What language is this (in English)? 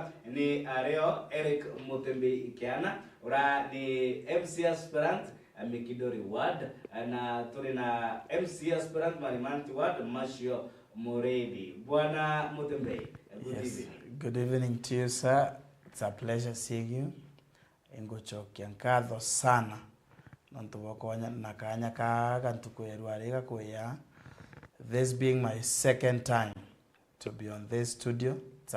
Meru